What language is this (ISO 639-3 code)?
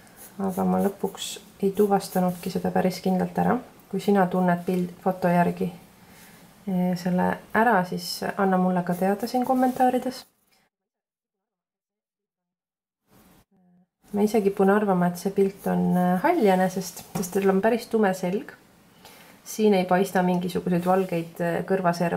est